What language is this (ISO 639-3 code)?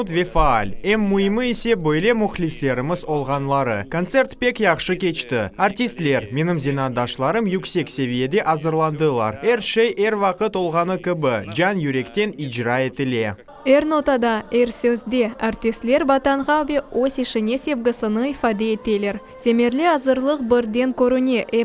crh